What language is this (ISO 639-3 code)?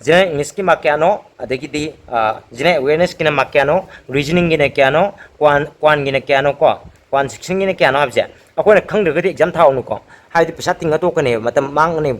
mni